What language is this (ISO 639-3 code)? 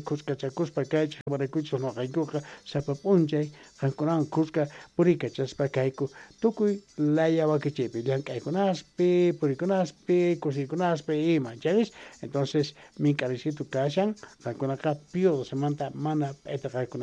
quh